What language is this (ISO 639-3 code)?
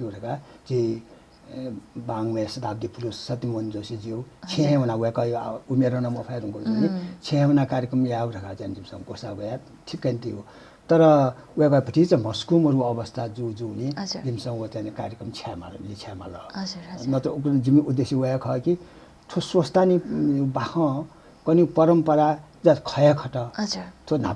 new